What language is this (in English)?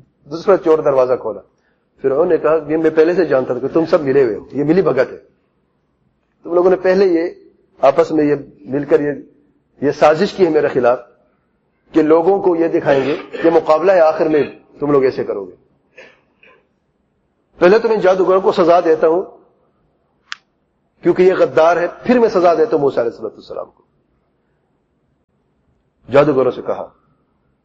Urdu